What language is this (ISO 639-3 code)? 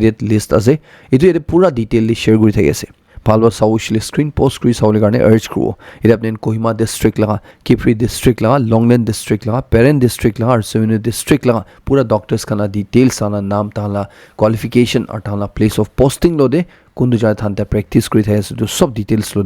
nag